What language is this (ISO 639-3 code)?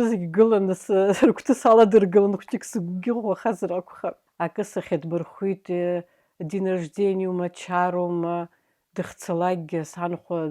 abk